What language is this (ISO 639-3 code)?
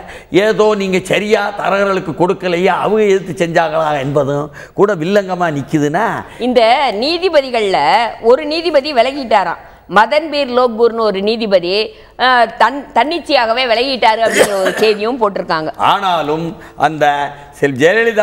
tam